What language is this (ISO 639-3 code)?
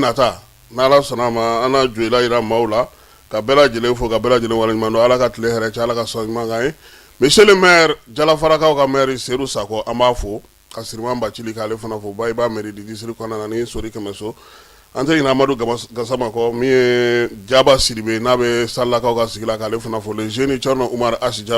bam